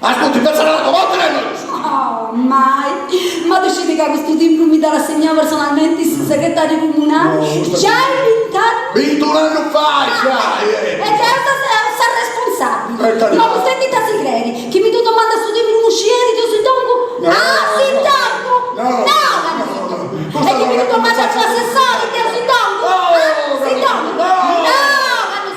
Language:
Sardinian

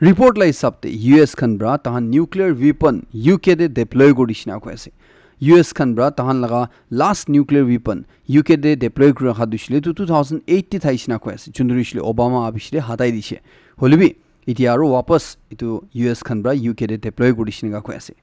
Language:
Naga Pidgin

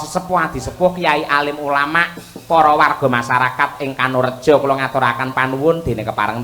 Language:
Javanese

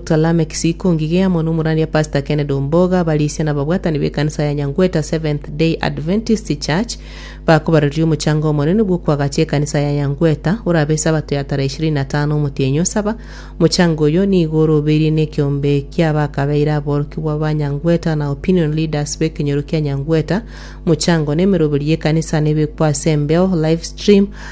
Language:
Gusii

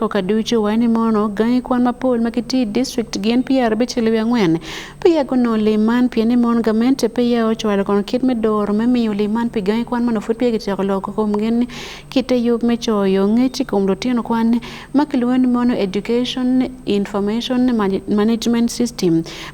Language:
Acoli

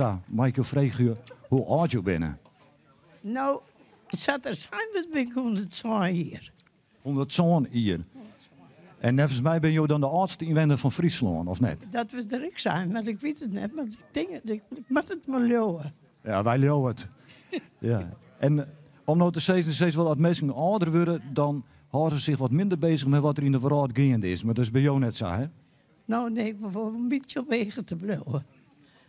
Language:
Western Frisian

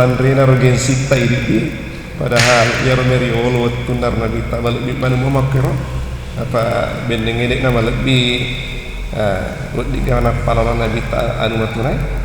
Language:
Buginese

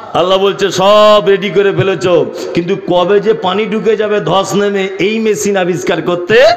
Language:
Bangla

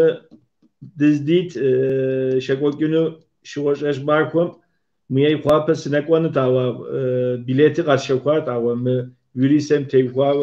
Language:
Kabardian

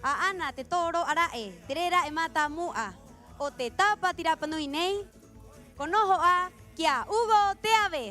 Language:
Rapanui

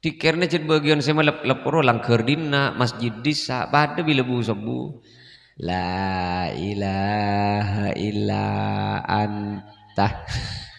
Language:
Madurese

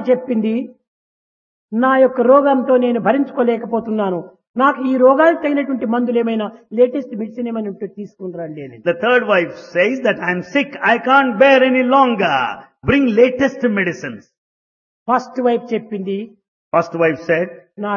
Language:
Telugu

